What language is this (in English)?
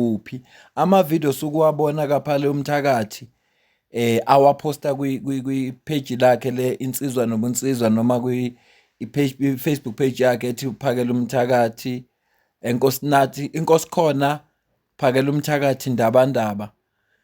Zulu